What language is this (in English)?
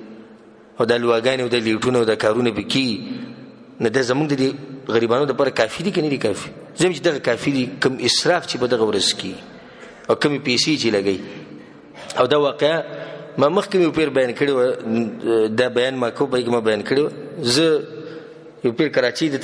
Pashto